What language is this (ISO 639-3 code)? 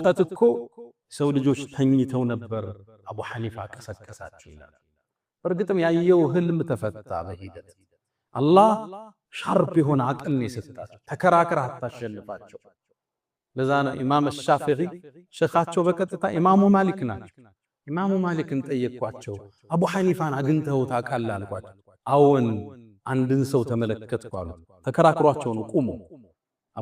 amh